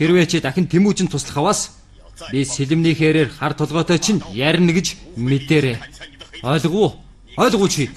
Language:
Mongolian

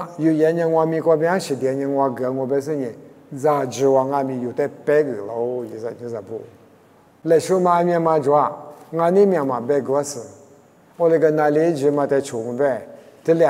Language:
Lisu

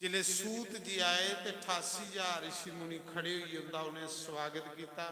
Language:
Dogri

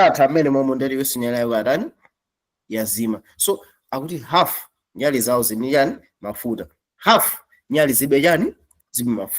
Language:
Nyanja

